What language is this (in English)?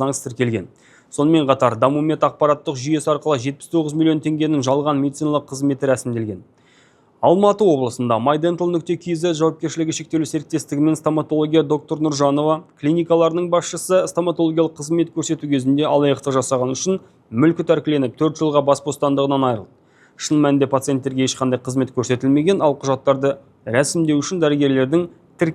Kazakh